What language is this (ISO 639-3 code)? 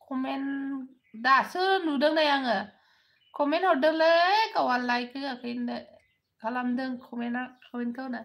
brx